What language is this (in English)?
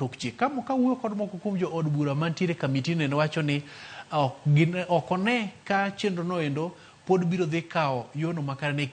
Luo (Kenya and Tanzania)